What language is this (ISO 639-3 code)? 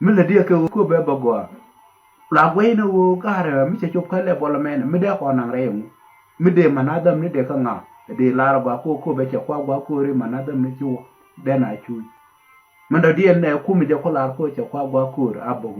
nus